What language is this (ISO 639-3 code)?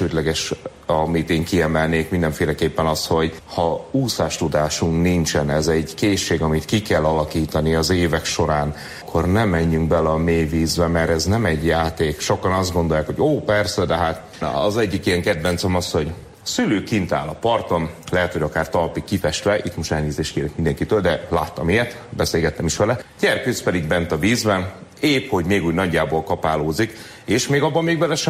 hun